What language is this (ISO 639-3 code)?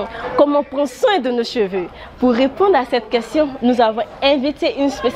fra